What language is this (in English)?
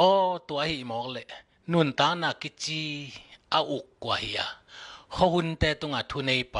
Tedim Chin